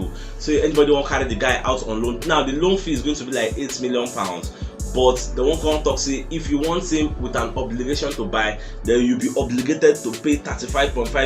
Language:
Nigerian Pidgin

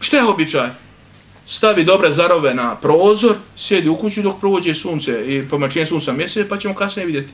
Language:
Bosnian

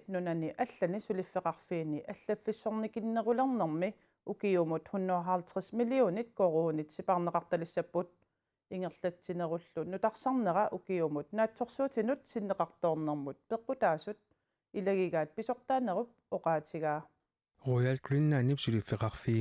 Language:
Kalaallisut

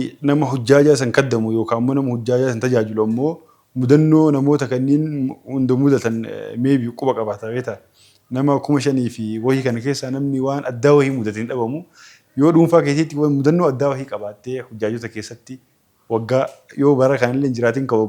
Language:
Oromo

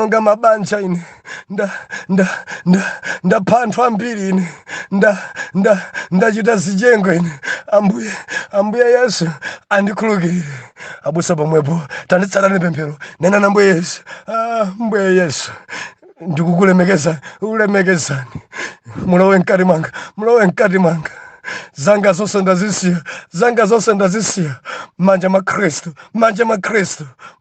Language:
Nyanja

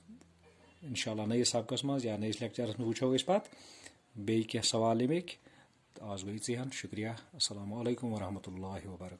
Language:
Kashmiri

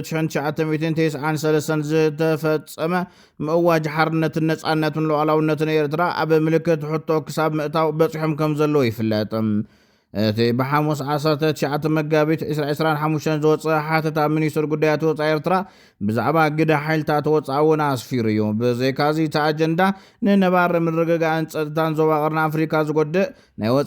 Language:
Tigrinya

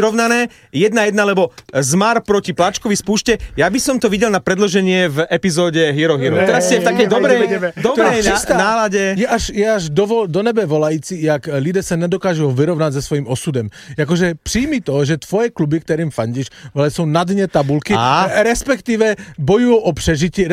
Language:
Slovak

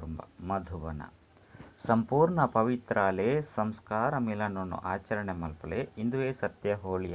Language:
Tulu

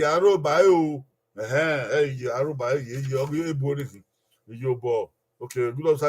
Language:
Bini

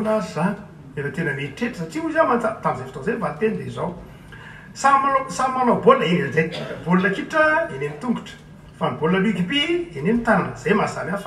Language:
Malagasy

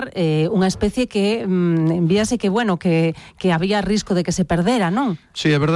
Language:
Galician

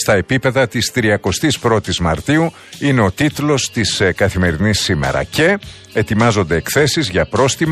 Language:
Greek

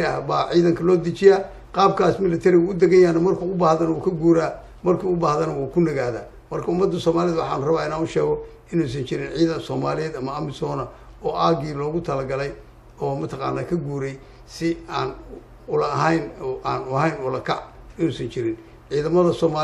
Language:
Somali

